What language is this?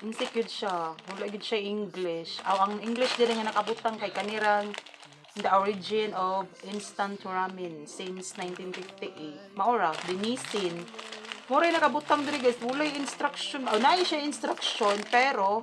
Cebuano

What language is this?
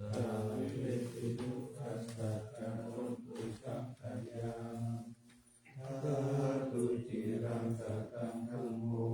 Pali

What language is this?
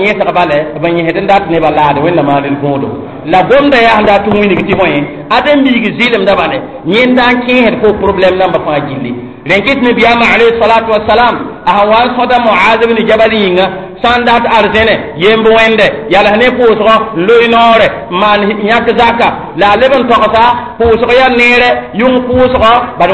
Mossi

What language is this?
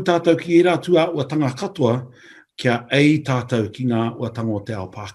Māori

